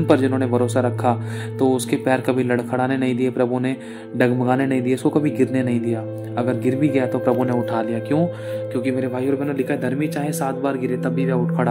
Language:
Hindi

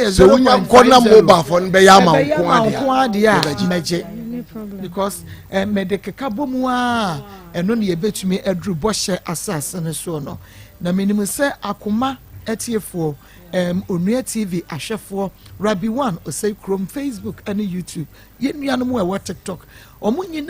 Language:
Akan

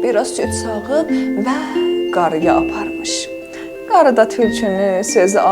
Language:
South Azerbaijani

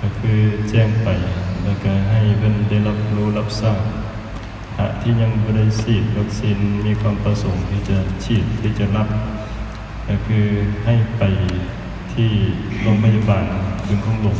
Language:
Lao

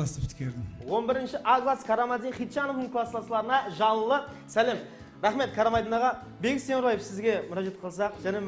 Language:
Kara-Kalpak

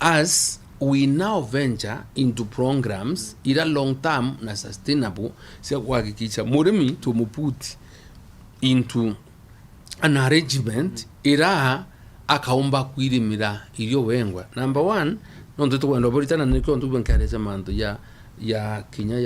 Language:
Meru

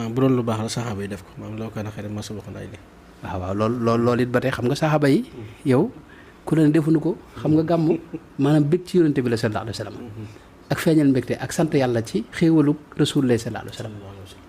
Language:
Wolof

